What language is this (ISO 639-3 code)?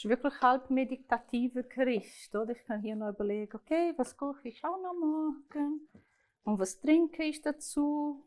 gsw